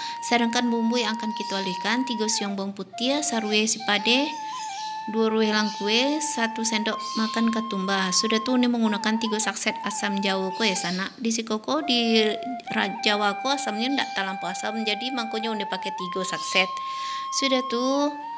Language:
Minangkabau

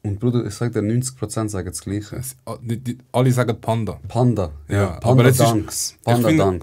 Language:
Swiss German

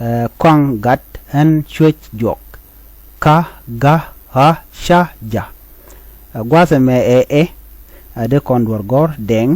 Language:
Nuer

